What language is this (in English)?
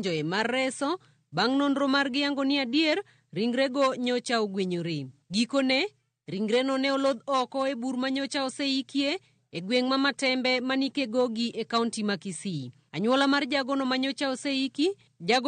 Luo (Kenya and Tanzania)